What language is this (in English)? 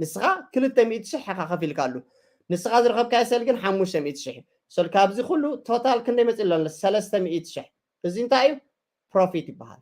Tigrinya